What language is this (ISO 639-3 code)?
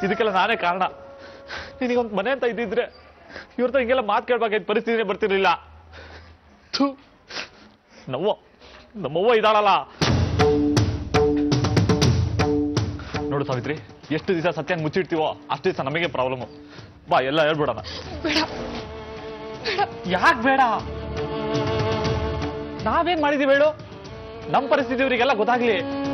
kan